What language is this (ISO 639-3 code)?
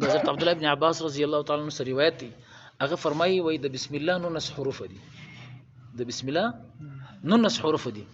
pus